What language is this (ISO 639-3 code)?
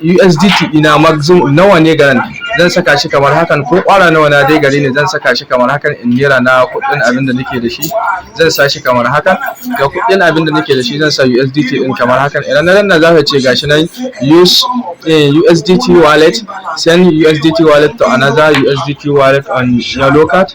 hau